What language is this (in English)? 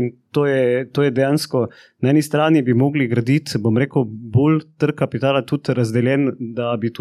Slovenian